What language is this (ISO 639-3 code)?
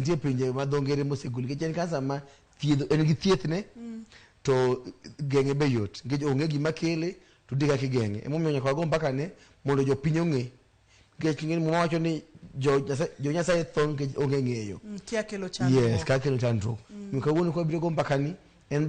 luo